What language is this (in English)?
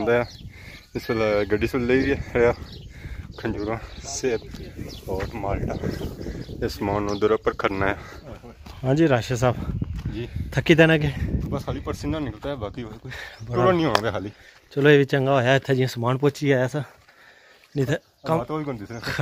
Pahari-Potwari